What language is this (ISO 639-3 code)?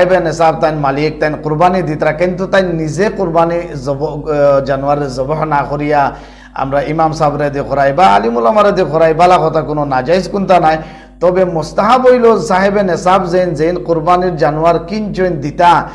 syl